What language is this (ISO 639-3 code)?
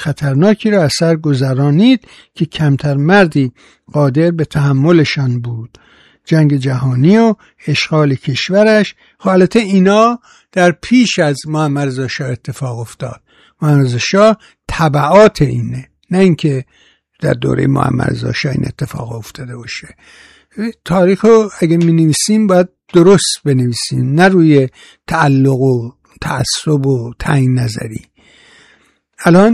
fas